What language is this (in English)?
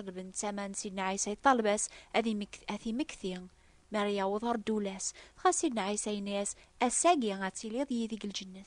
Kabyle